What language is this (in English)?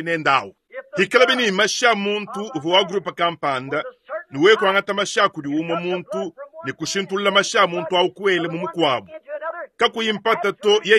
Luba-Lulua